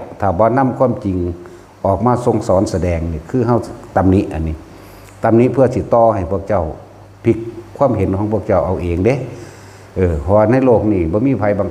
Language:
Lao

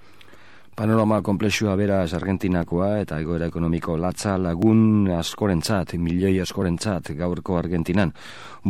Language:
Basque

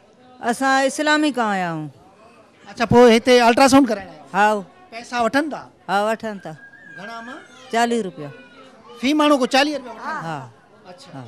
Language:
Sindhi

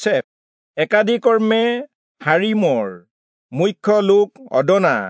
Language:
Assamese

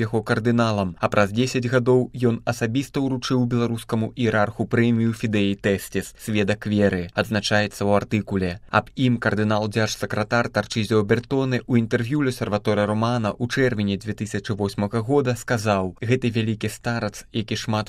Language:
Belarusian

